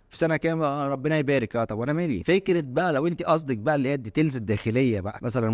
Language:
Egyptian Arabic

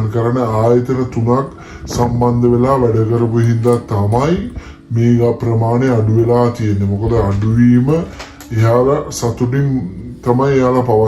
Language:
Sinhala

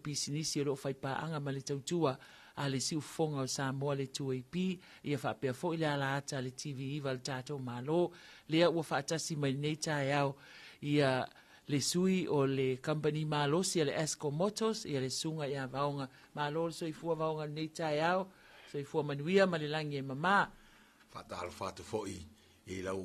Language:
Samoan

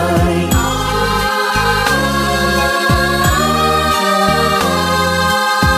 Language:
Malayalam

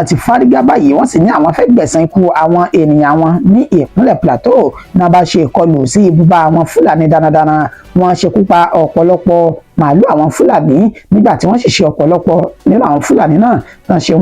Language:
Yoruba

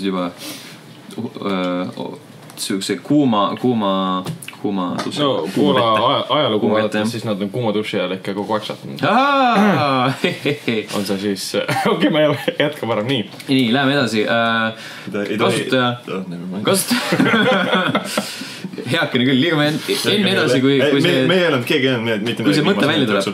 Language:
Estonian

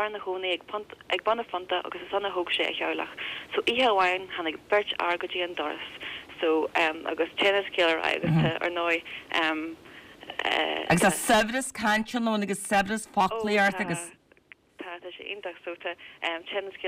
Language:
Irish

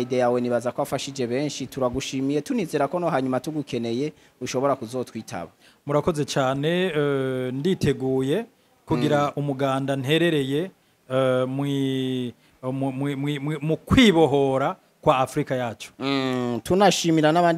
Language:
Rundi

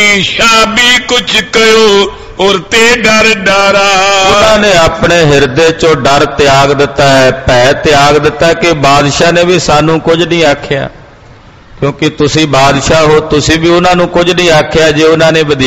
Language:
Punjabi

